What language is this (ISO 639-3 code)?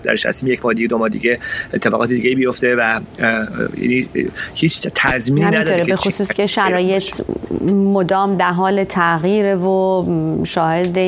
fas